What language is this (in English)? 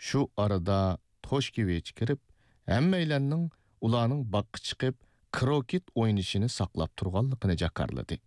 Uyghur